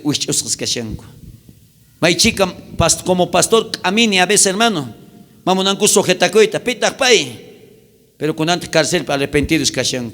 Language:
South Bolivian Quechua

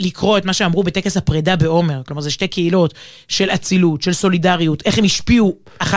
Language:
Hebrew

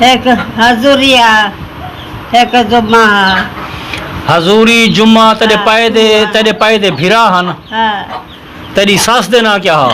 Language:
Saraiki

